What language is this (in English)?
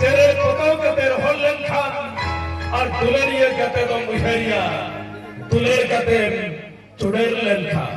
Santali